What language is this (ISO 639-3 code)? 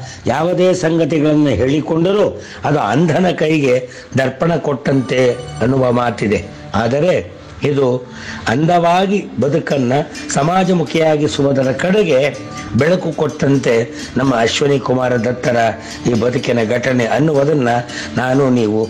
kan